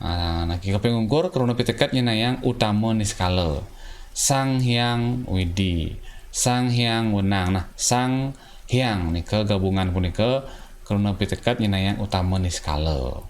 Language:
Balinese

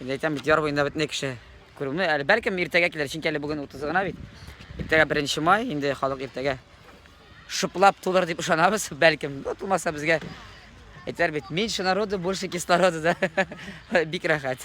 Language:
Tatar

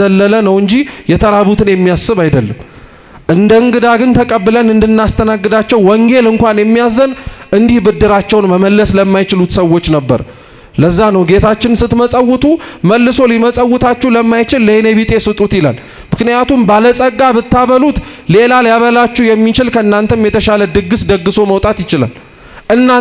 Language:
Amharic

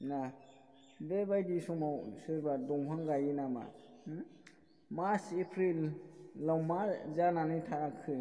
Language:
Bodo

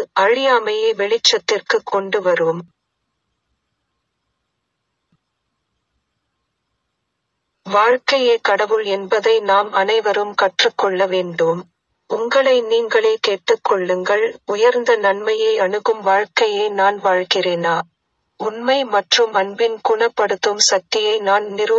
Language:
Tamil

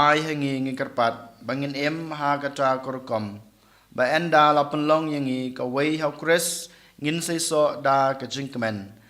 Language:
Khasi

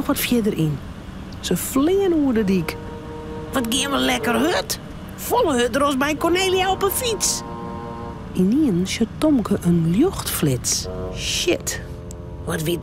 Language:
Western Frisian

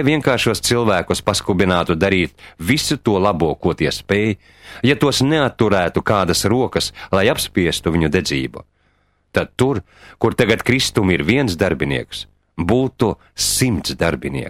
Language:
Latvian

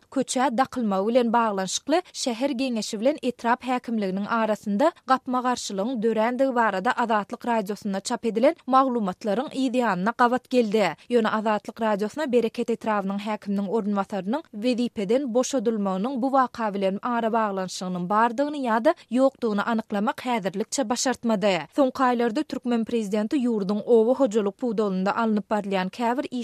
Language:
Turkmen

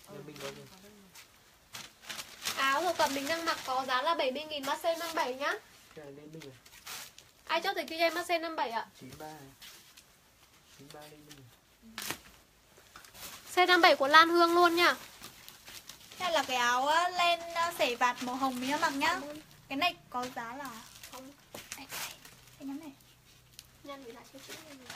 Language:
Vietnamese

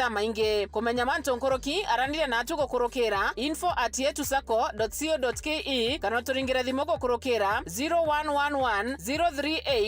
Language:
Meru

